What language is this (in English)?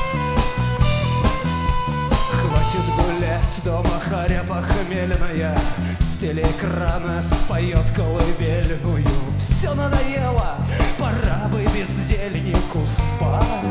Russian